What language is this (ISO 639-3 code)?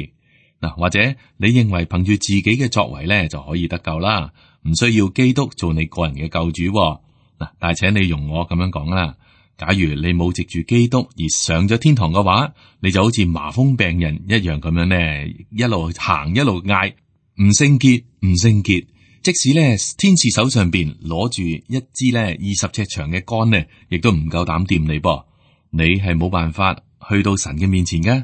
yue